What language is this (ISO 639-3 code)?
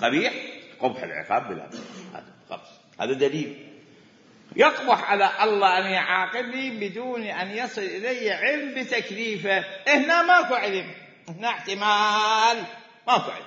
acm